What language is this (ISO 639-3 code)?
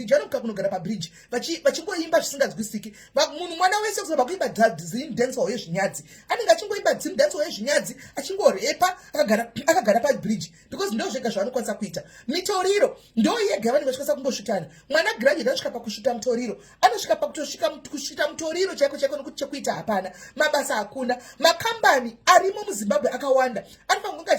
sna